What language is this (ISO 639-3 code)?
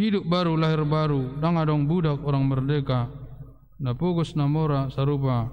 bbc